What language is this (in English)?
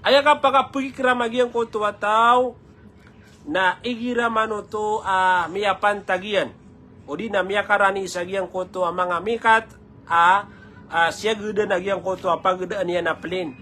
Maranao